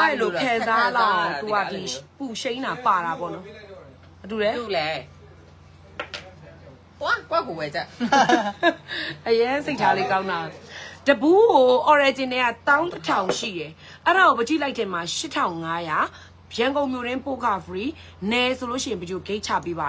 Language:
Burmese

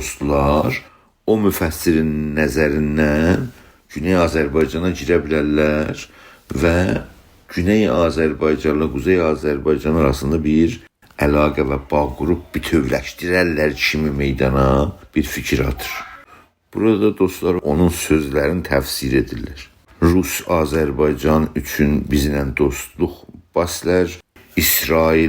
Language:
South Azerbaijani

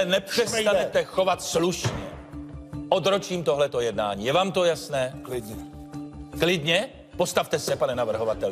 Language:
Czech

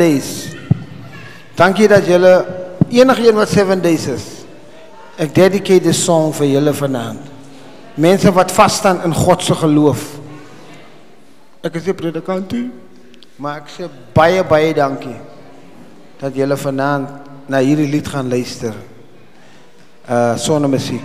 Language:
Afrikaans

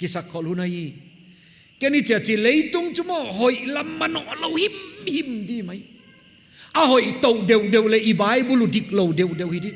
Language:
Paite Chin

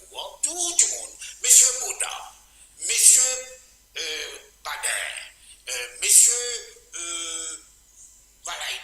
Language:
Morisyen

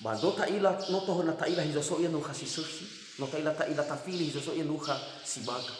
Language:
Nias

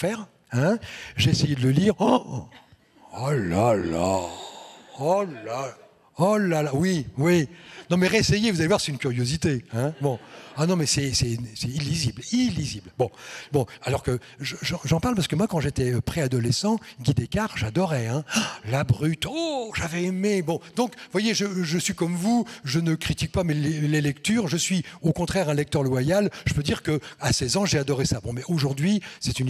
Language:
French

